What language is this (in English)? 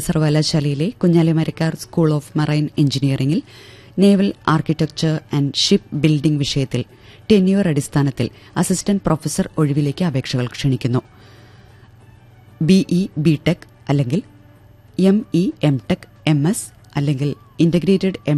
Malayalam